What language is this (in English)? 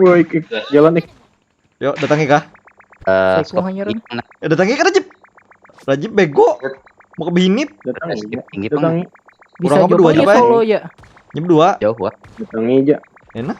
Banjar